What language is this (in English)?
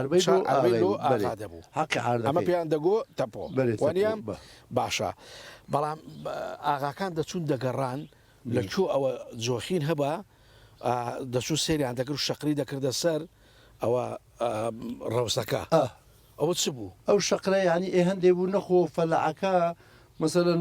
Central Kurdish